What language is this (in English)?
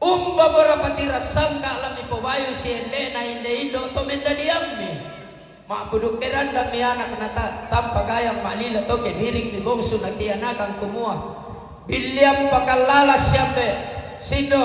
Toraja-Sa'dan